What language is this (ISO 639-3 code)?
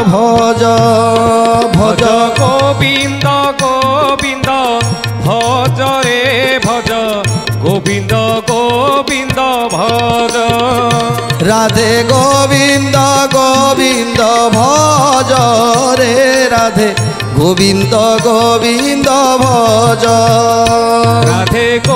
ori